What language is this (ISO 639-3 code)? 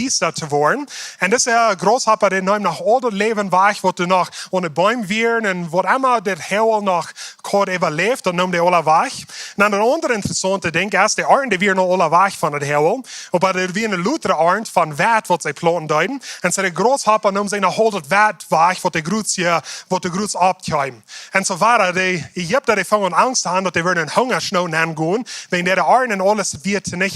pdt